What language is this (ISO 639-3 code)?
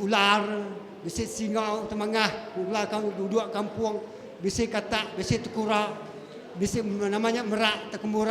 iba